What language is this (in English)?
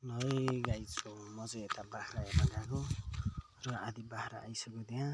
Nepali